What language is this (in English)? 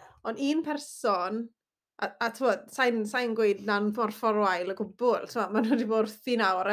Welsh